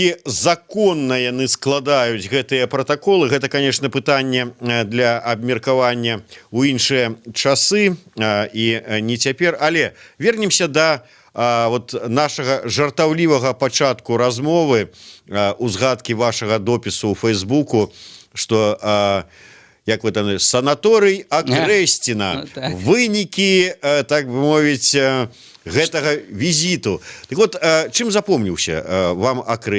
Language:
Belarusian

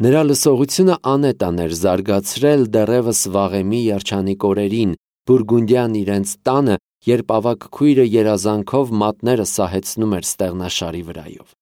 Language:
Armenian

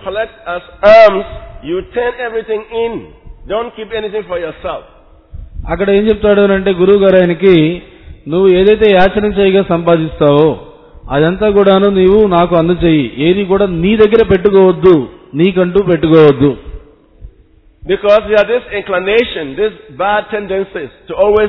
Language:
Telugu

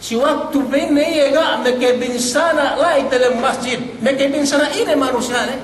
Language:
Yakan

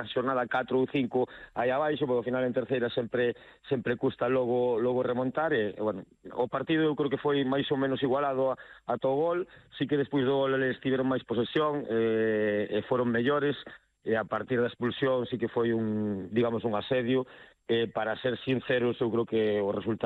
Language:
Galician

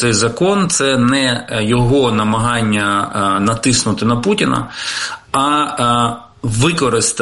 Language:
Ukrainian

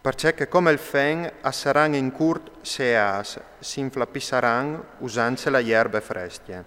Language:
Friulian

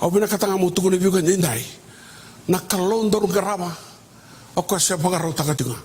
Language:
Fijian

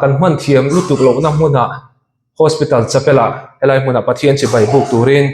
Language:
Mizo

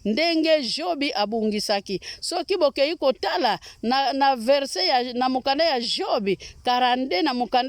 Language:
Lingala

